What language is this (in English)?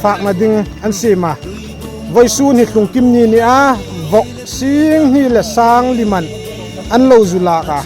Hmar